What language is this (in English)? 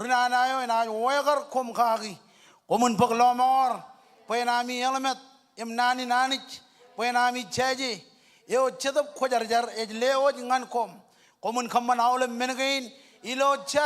Marshallese